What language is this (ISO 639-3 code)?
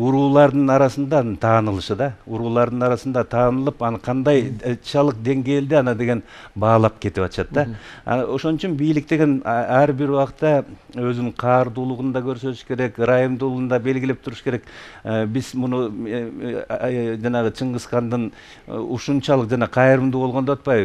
kir